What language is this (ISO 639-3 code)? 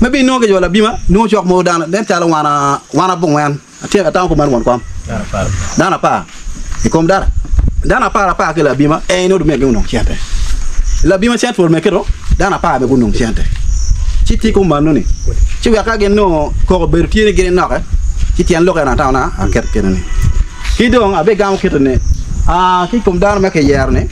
ach